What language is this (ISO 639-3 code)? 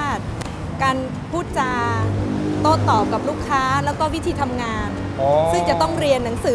tha